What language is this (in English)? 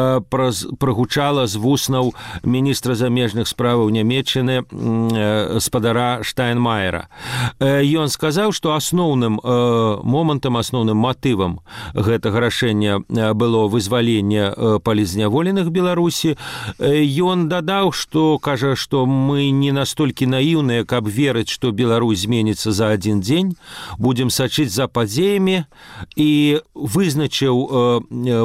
Belarusian